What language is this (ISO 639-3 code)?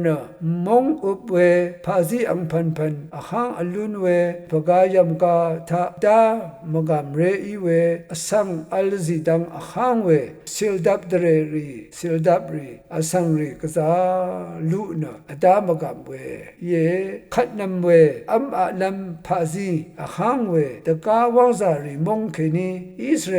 raw